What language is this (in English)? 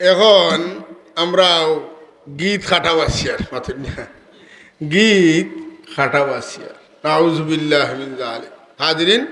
Sylheti